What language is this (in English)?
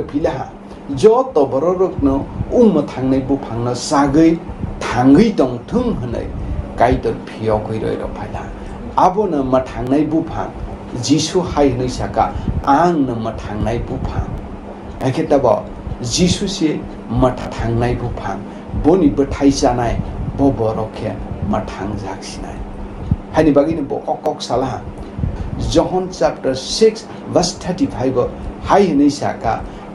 Kok Borok